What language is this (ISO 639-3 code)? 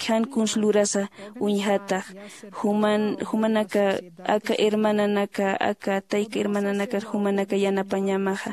aym